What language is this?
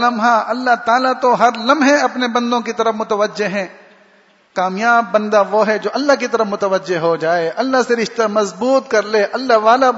Urdu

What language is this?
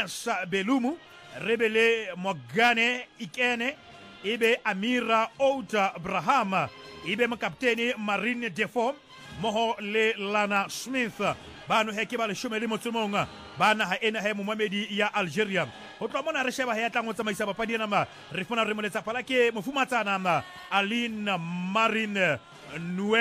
Southern Sotho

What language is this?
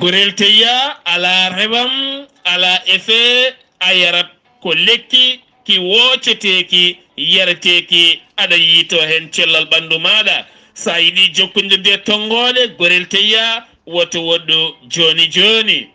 Fula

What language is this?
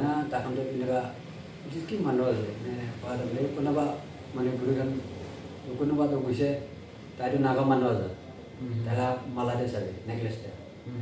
Naga Pidgin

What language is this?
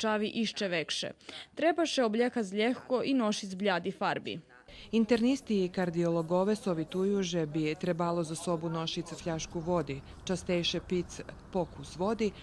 Rusyn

